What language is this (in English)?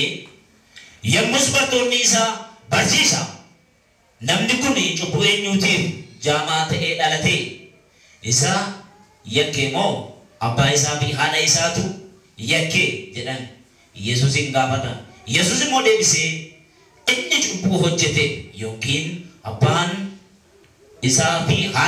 Oromo